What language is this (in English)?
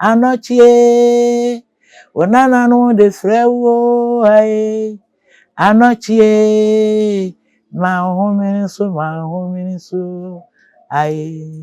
Akan